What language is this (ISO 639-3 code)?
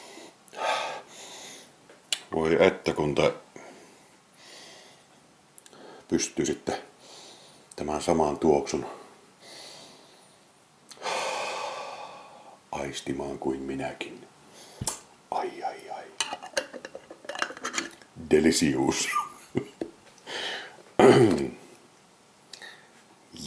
fin